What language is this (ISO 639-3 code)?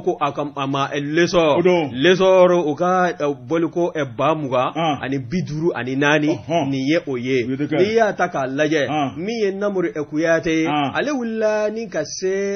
bam